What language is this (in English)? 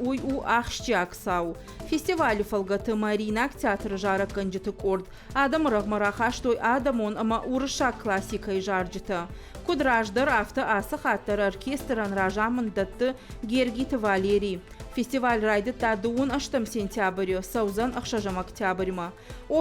Ossetic